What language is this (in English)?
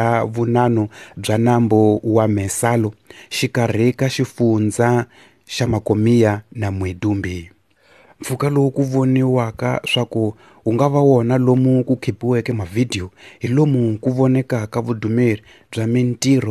Tsonga